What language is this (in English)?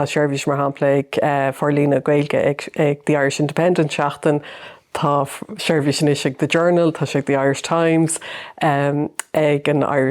Irish